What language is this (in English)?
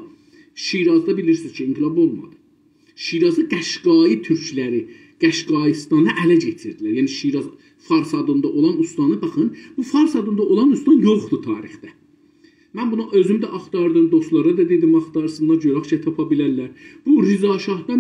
South Azerbaijani